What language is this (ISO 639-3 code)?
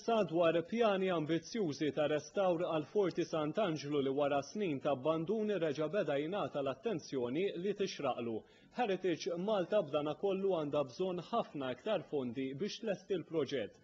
mlt